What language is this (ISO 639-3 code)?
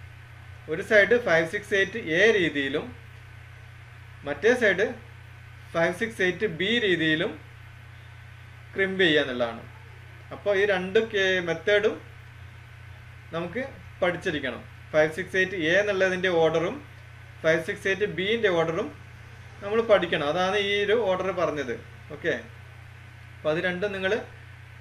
mal